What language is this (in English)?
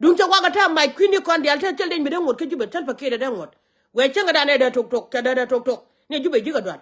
Nuer